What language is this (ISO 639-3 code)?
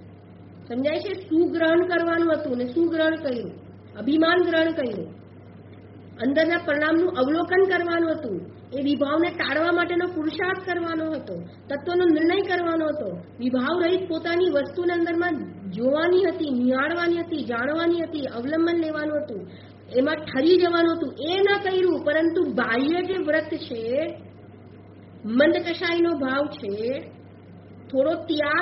guj